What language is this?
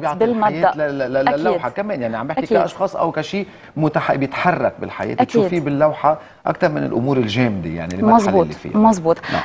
North Levantine Arabic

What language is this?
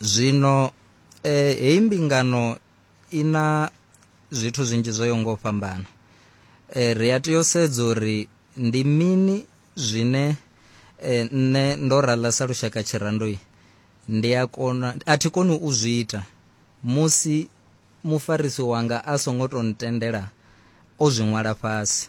Venda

